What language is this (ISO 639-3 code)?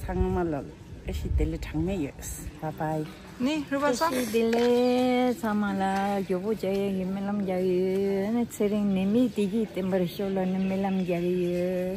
bod